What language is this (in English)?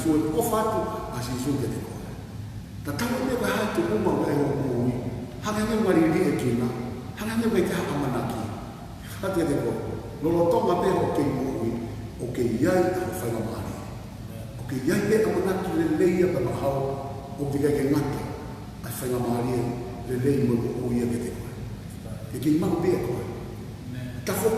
Tongan